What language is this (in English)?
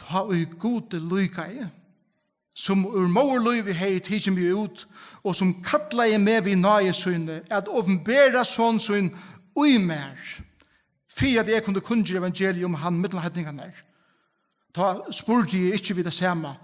Faroese